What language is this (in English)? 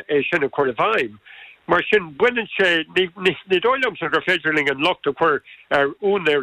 Irish